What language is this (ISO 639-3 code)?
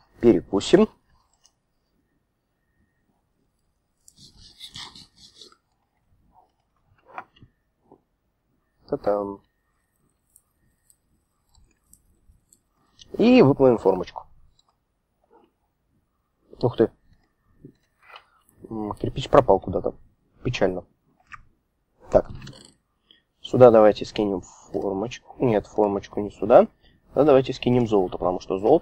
rus